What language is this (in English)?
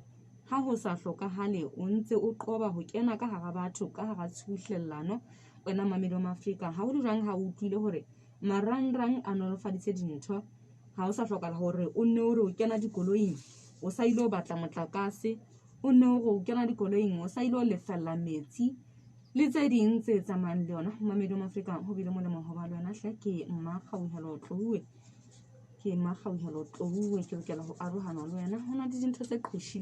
Southern Sotho